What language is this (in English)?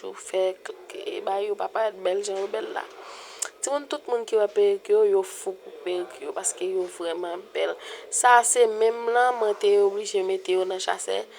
Haitian Creole